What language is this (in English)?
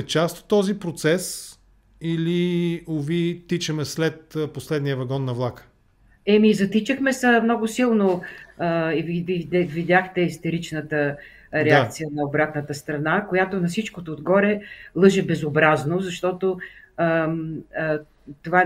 Bulgarian